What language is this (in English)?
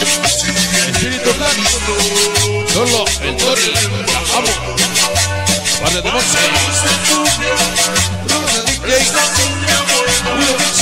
Spanish